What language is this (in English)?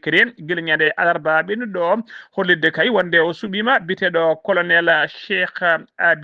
Fula